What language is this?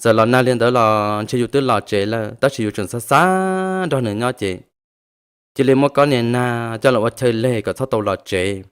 Hmong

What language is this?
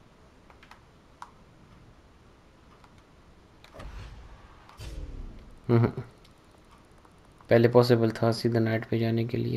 Hindi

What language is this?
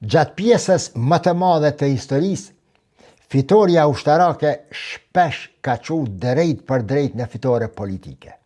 Albanian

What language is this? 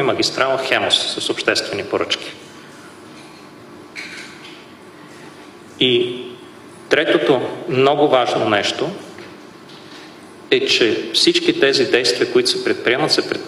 Bulgarian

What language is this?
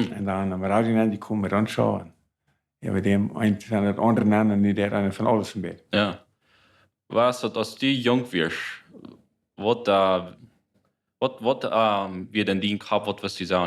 Plautdietsch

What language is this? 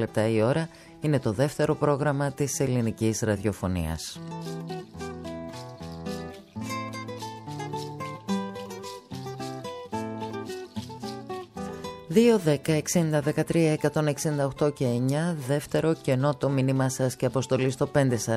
Greek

